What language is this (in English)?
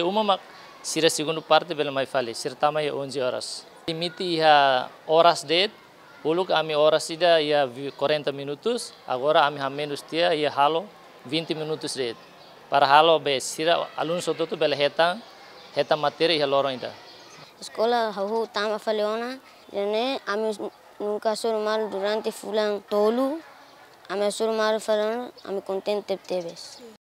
Tetum